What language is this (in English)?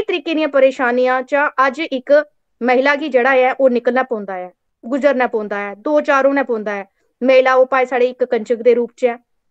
Dogri